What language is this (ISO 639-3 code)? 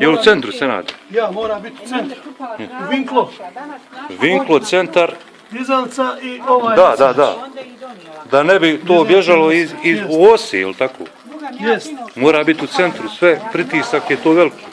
bos